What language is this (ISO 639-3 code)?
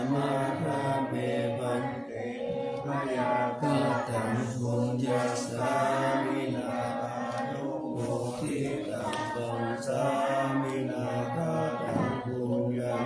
pli